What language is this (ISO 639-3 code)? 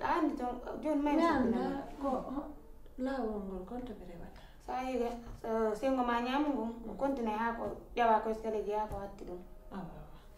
fuf